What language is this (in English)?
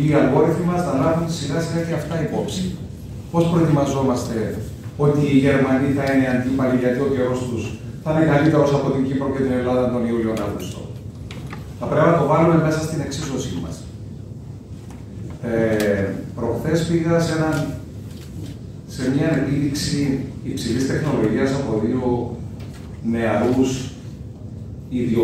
Greek